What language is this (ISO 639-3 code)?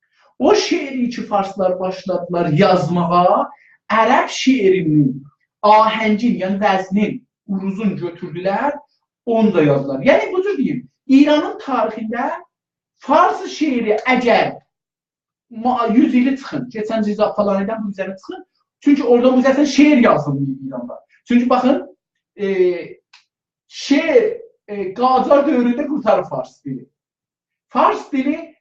azb